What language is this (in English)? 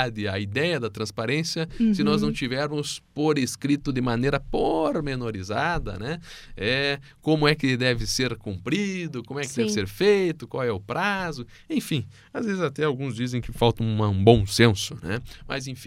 Portuguese